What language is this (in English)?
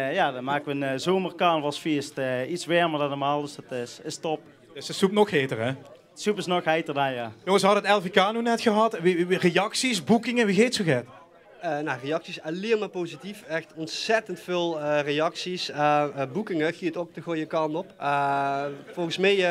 Limburgish